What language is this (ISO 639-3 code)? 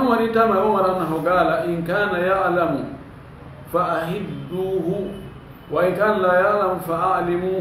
ful